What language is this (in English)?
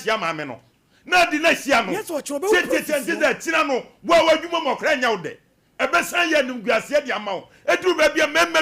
Akan